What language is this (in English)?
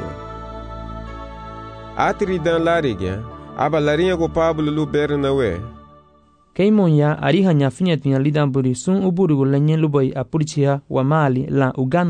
Garifuna